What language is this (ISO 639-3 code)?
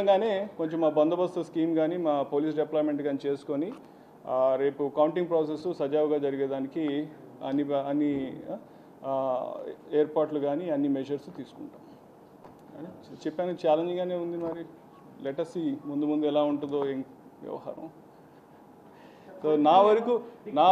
tel